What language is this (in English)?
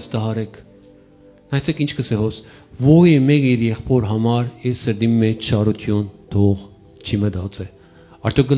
Western Armenian